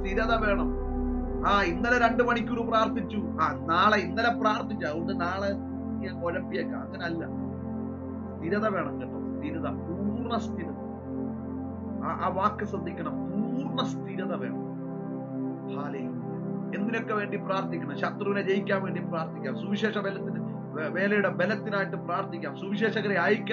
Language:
Malayalam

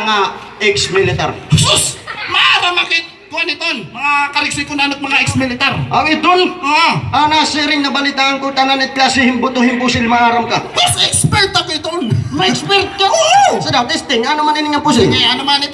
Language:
Waray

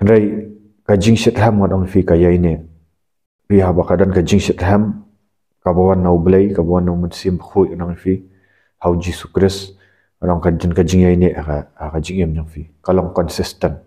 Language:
Khasi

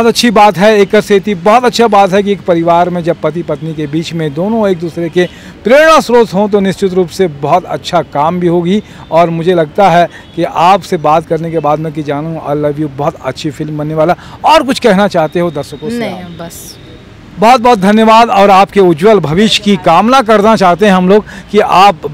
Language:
Chhattisgarhi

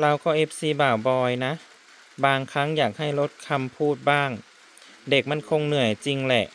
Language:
Northeastern Thai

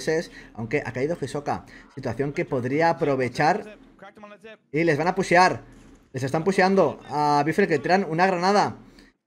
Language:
Spanish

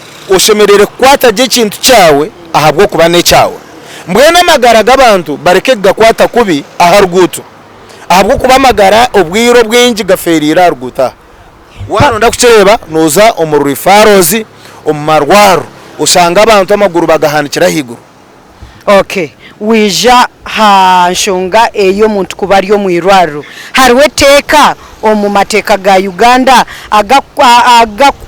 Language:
Nyankole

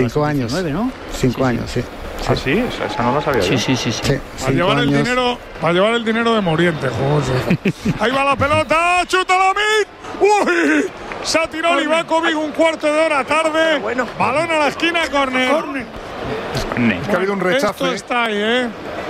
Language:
Spanish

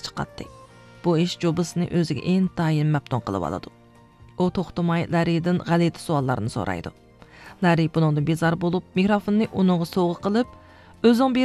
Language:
Uyghur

